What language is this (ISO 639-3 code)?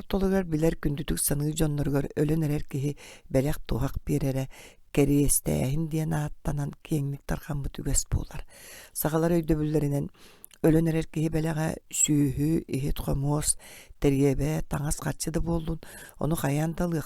sah